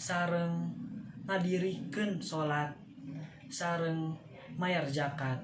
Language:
Sundanese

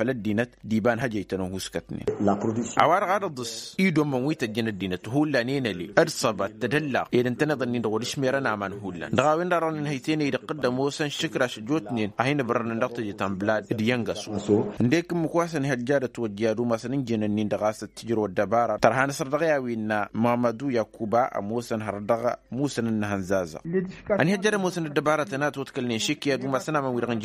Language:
Tamasheq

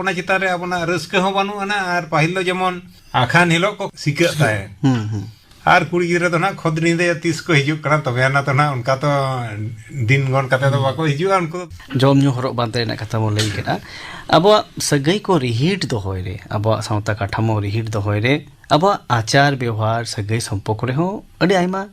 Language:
Santali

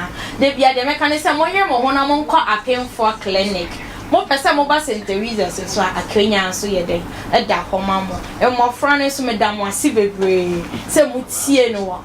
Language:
Akan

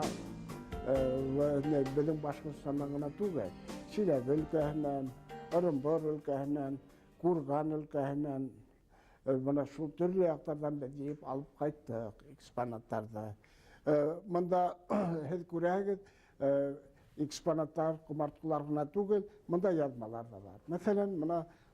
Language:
Bashkir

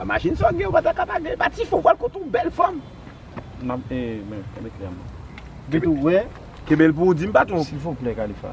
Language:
Haitian Creole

